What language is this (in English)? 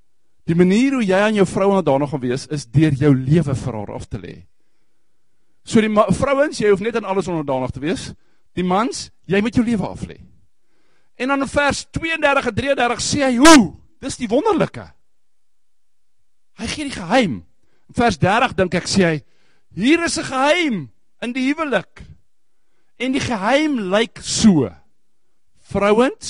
Afrikaans